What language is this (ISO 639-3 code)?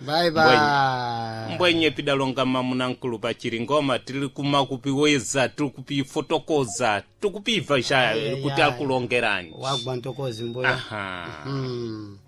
seh